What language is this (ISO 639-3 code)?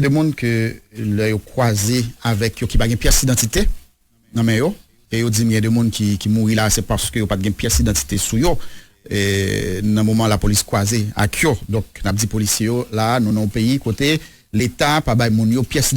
hat